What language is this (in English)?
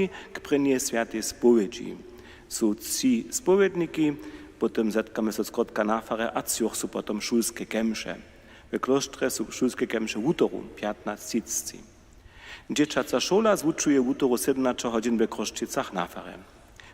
Upper Sorbian